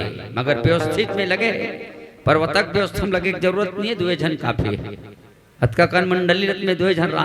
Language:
Chhattisgarhi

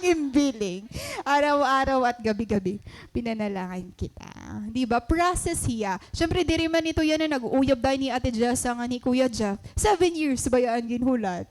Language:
Waray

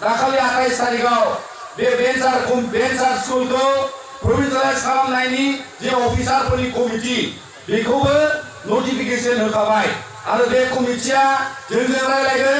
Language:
Bodo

